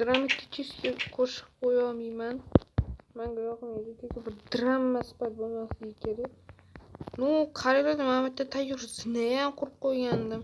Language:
Uzbek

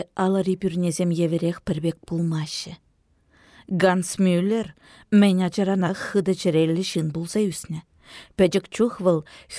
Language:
Chuvash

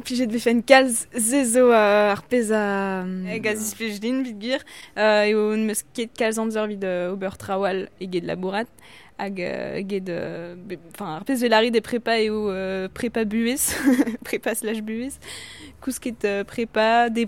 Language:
Breton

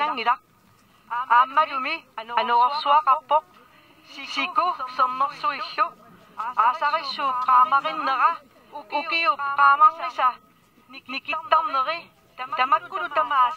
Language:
Kalaallisut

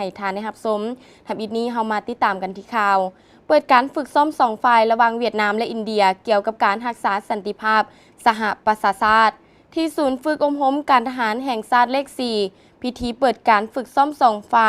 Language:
Lao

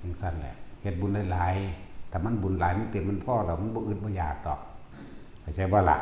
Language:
Northeastern Thai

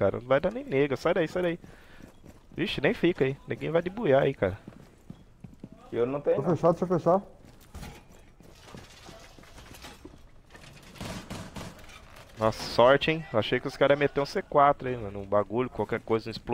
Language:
Portuguese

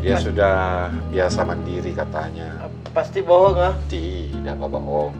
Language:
Makassar Malay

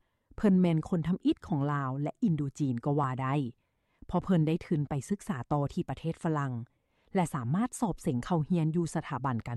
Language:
Lao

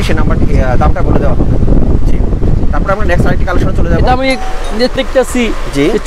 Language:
Bangla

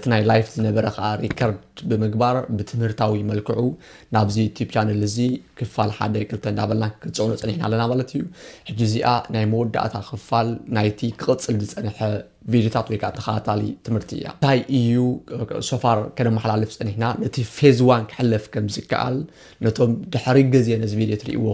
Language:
Tigrinya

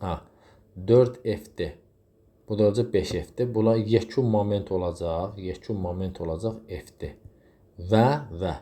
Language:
Azerbaijani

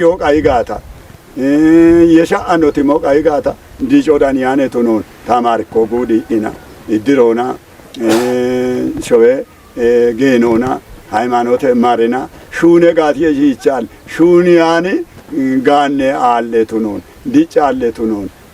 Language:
Kafa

